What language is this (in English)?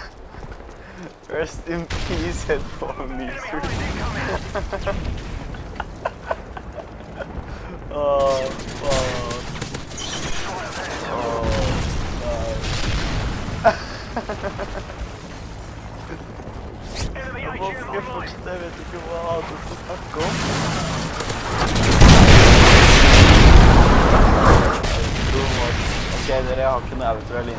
Norwegian